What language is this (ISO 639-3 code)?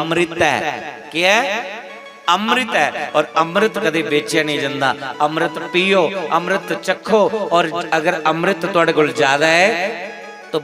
doi